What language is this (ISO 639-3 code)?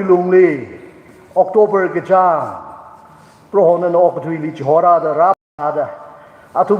nmf